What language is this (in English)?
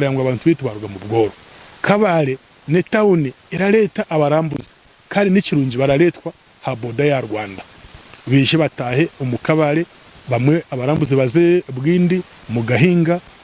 Nyankole